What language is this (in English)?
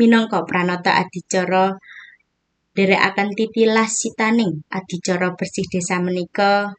Javanese